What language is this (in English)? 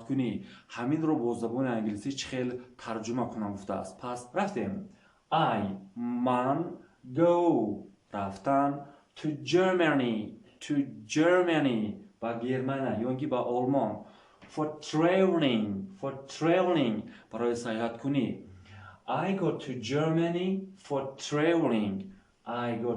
Tajik